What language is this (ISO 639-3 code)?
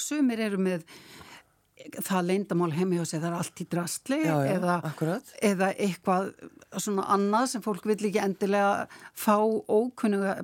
isl